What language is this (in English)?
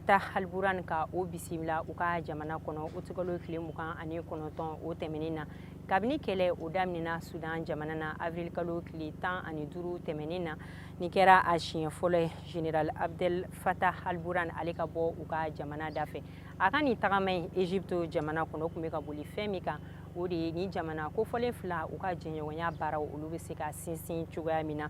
Bambara